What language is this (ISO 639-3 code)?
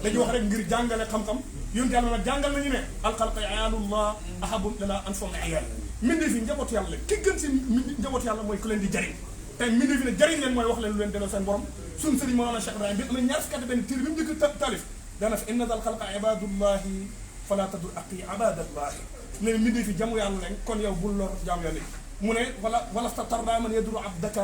wol